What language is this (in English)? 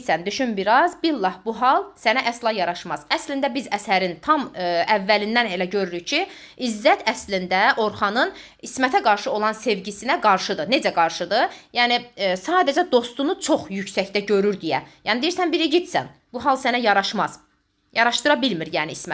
Azerbaijani